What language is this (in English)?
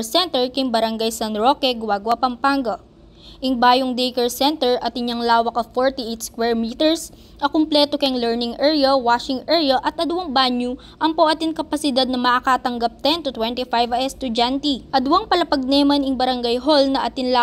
Pampanga